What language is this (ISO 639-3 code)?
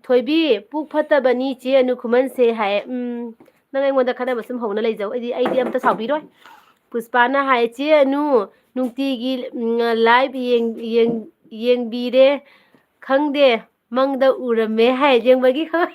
mni